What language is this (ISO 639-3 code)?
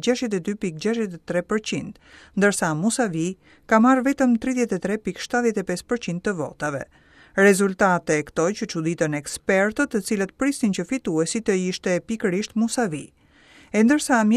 sqi